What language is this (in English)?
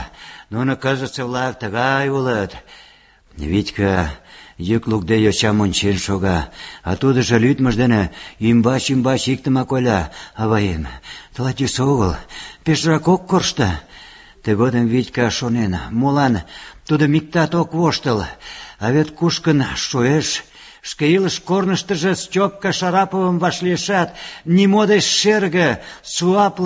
Mari